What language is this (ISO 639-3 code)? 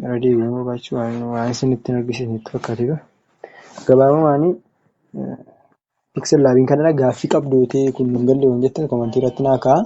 orm